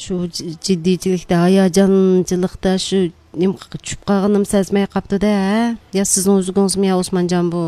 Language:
Uyghur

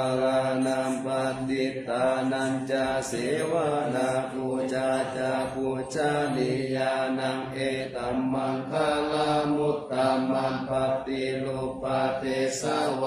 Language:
Pali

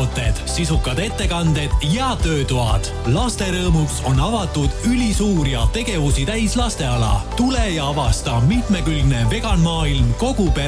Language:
Estonian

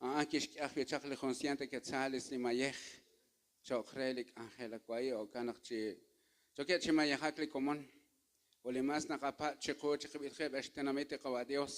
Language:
Kekchí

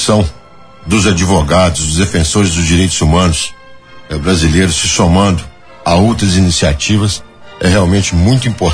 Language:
Portuguese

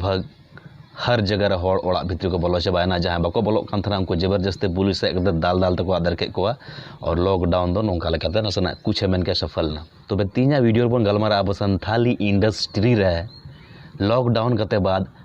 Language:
Santali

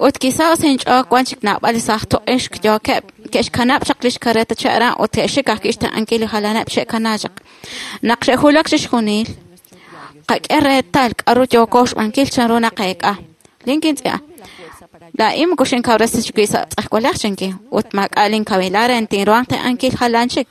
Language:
Kekchí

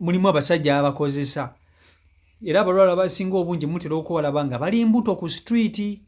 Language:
Ganda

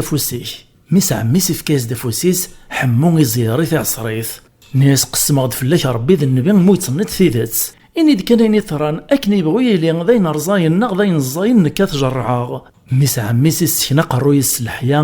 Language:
Kabyle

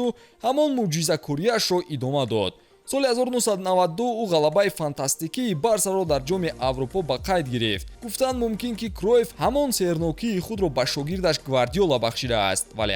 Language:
Tajik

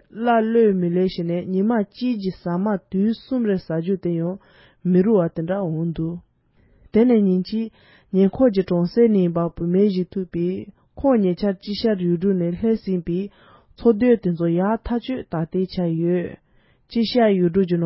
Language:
Tibetan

